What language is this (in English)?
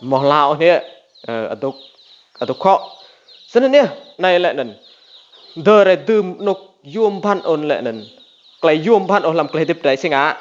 Rade